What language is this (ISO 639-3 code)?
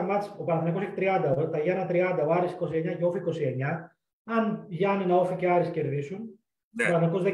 ell